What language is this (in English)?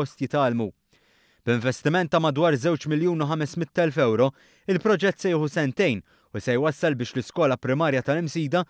Maltese